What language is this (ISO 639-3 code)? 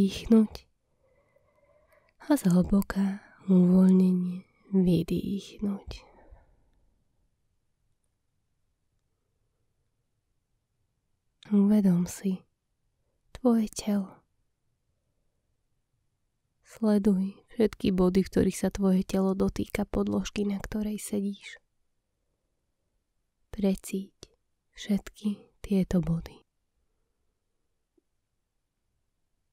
slk